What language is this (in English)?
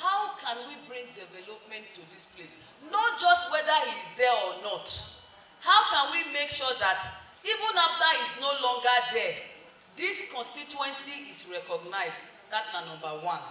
Nigerian Pidgin